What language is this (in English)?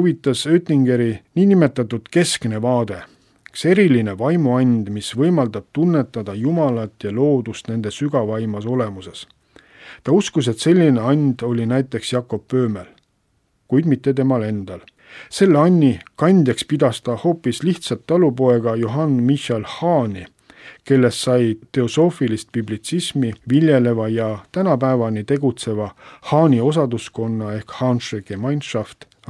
Estonian